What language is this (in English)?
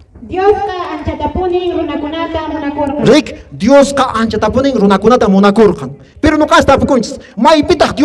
Quechua